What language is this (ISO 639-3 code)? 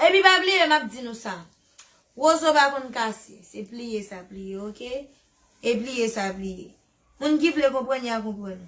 hat